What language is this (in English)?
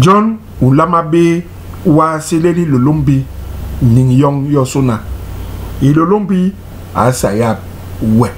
Basaa